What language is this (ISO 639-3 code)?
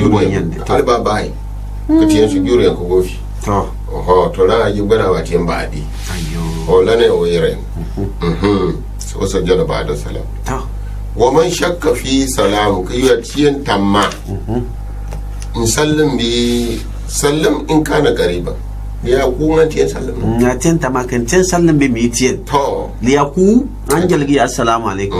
gux